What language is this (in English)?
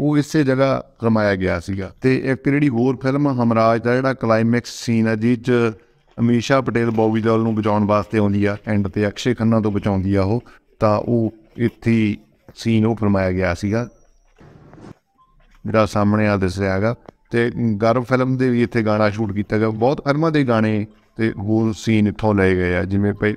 Punjabi